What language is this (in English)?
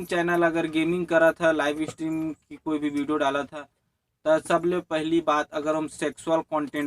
Chhattisgarhi